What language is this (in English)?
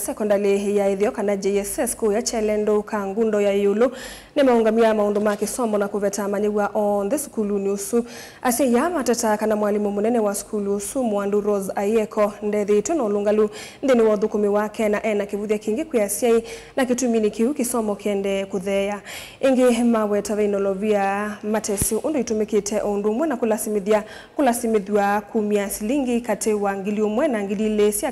Kamba